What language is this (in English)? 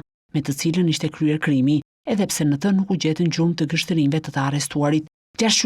Albanian